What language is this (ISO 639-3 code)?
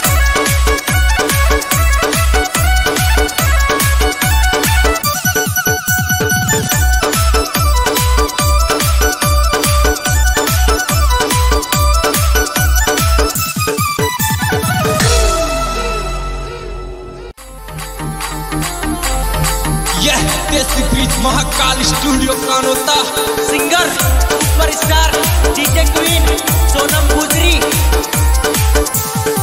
raj